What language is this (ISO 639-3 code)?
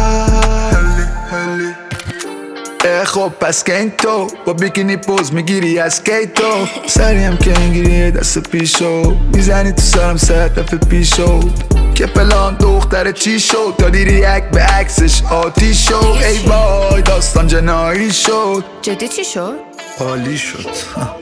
fas